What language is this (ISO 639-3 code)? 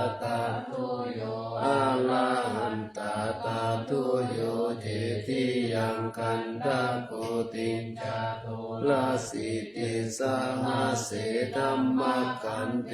pli